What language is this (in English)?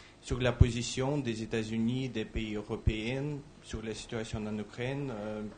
French